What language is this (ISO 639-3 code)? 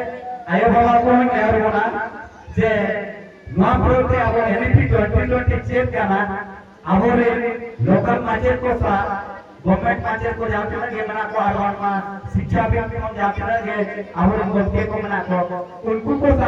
sat